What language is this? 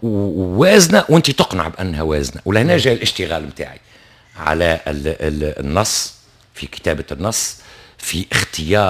Tunisian Arabic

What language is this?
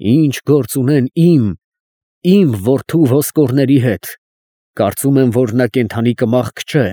Armenian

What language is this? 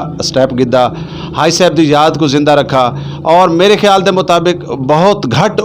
Saraiki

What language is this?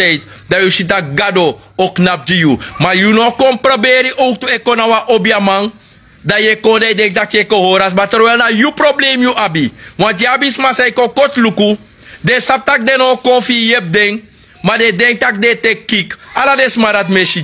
Sranan Tongo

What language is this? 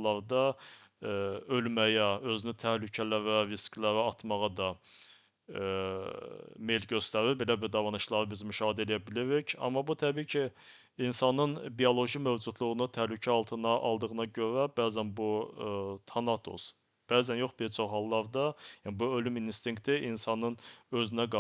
Azerbaijani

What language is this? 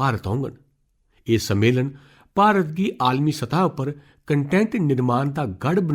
Dogri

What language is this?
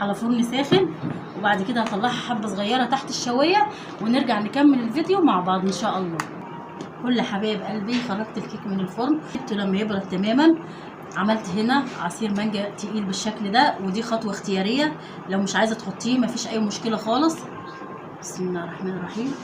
Egyptian Arabic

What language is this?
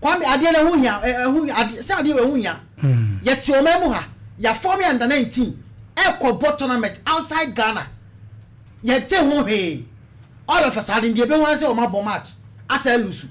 Akan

